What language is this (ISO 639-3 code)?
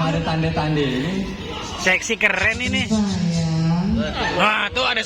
bew